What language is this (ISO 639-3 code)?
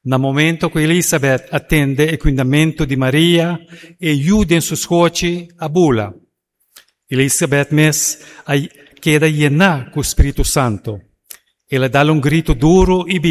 pap